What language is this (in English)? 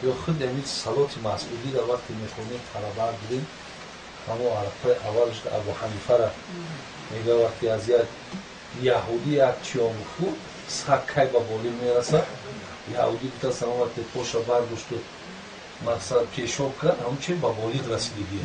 Tajik